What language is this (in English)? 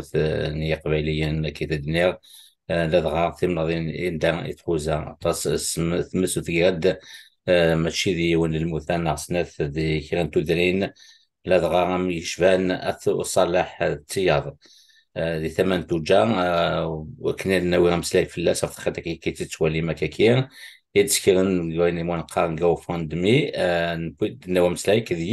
Kabyle